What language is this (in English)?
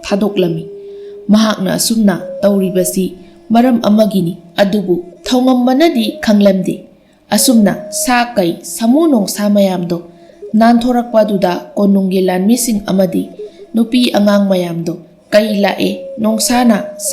Manipuri